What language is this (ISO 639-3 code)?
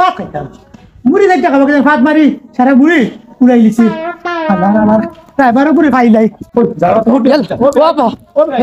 syl